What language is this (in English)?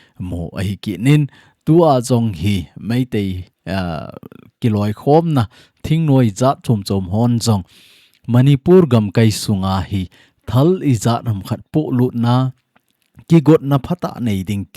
Thado Chin